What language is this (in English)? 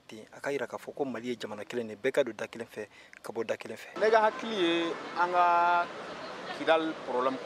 Bambara